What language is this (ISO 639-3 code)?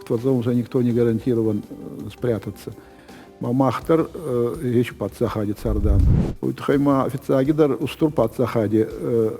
oss